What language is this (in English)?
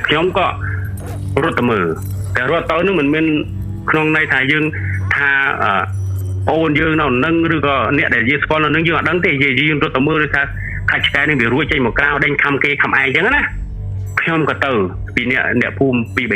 Khmer